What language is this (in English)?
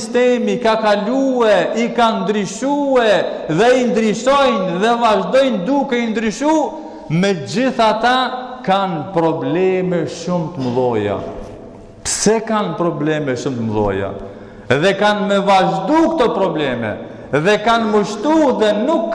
Albanian